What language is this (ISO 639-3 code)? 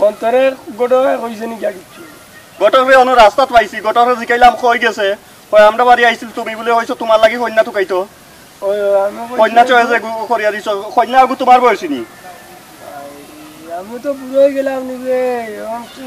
syl